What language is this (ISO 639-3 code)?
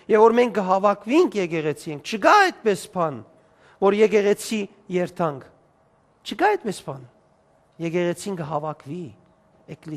hyw